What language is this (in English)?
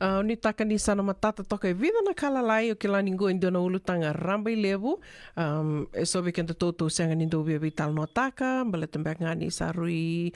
Fijian